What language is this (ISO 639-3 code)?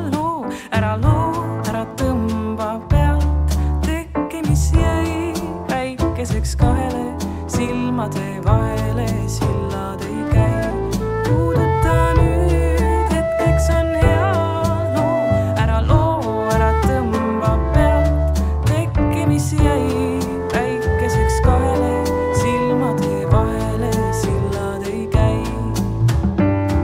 est